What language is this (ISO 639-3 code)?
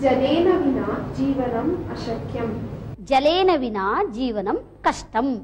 san